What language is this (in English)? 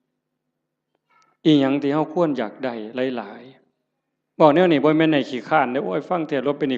Northeastern Thai